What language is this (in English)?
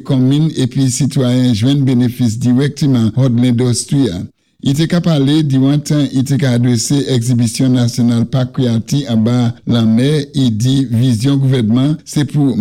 Saint Lucian Creole French